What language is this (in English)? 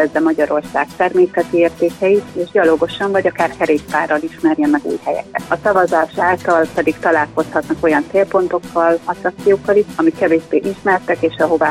Hungarian